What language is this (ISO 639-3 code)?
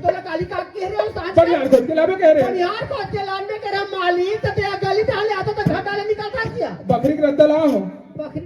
hne